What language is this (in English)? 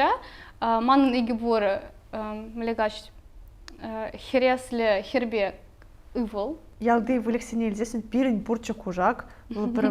Chuvash